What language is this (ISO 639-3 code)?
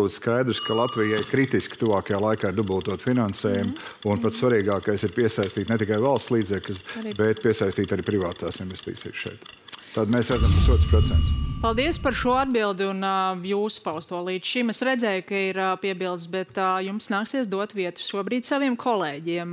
lav